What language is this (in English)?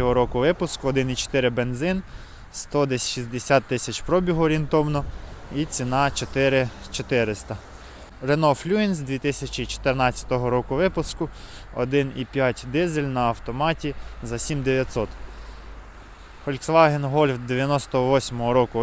Ukrainian